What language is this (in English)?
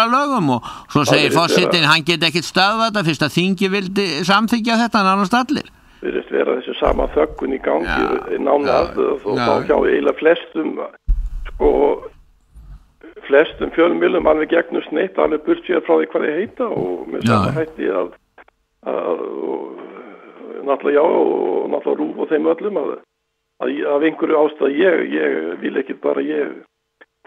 Icelandic